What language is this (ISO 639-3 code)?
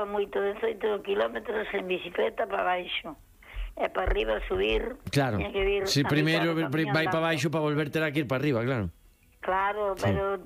glg